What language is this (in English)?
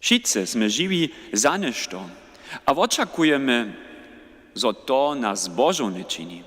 Upper Sorbian